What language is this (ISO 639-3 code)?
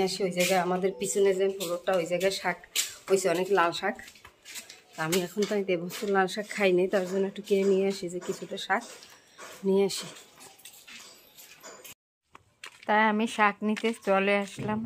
ben